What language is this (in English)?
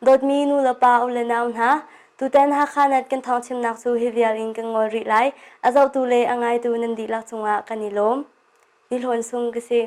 Hakha Chin